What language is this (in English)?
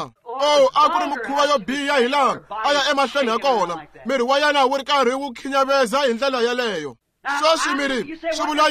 Tsonga